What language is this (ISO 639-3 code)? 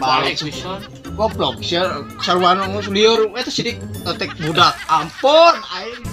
sun